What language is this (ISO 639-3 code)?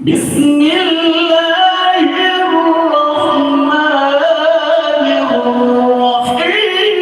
ace